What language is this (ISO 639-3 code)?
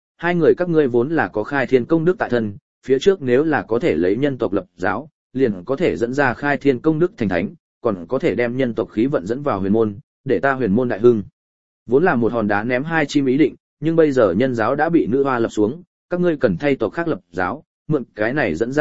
vie